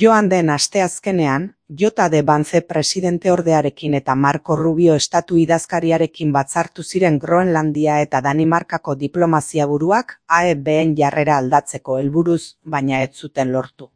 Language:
Basque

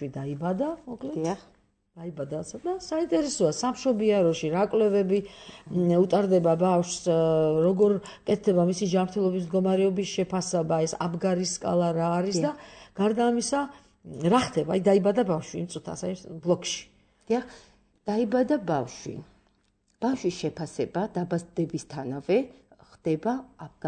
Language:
Georgian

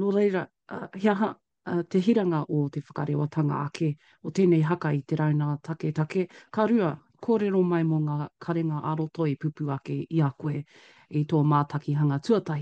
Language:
Māori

